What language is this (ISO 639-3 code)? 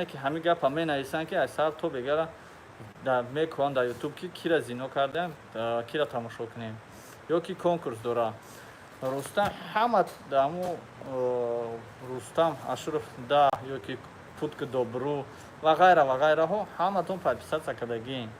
tgk